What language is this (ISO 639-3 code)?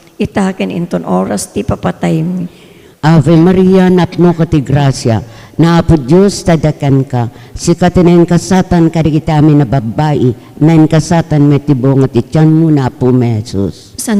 ilo